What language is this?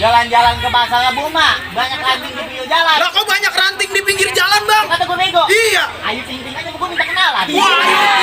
Betawi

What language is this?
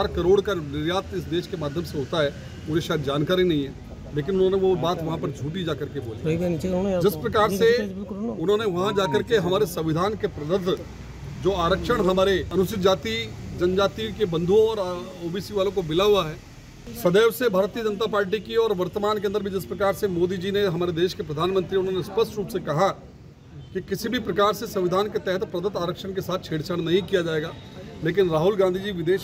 Hindi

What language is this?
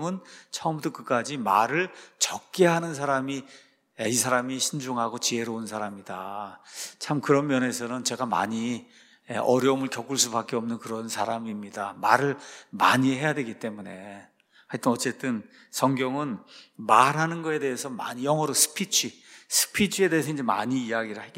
Korean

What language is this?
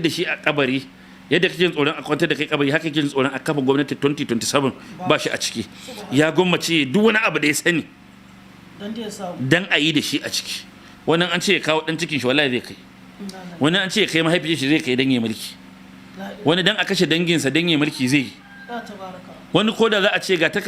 Hausa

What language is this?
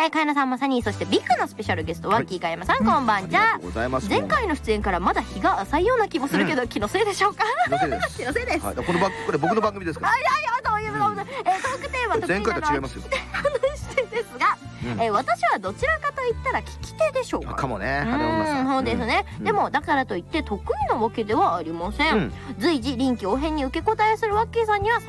Japanese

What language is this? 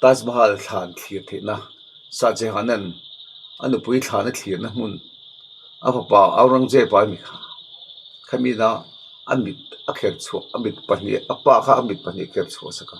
Mizo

